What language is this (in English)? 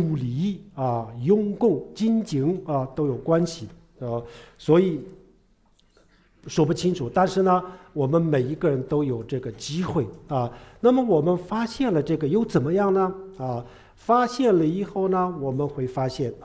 Chinese